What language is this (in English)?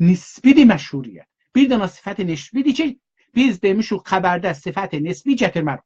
South Azerbaijani